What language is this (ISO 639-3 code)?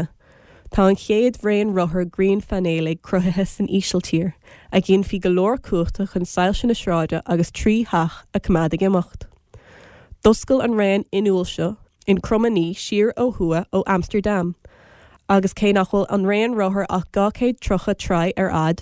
gle